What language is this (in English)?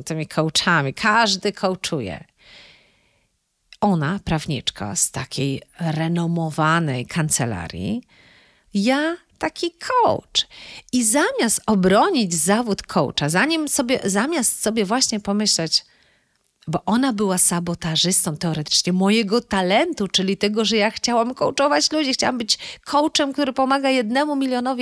Polish